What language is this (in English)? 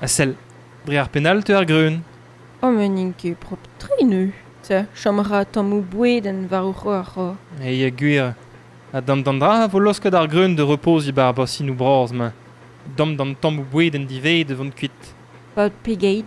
Breton